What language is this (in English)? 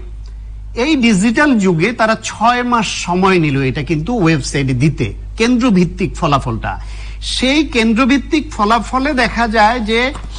Bangla